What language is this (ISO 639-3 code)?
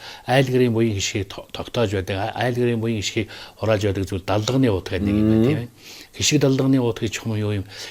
mon